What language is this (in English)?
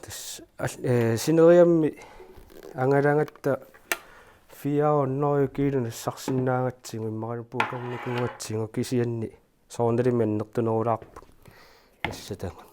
Kalaallisut